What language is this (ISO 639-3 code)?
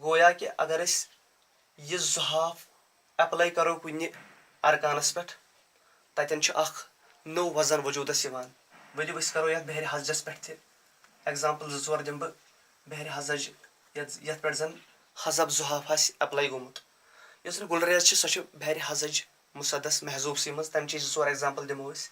kas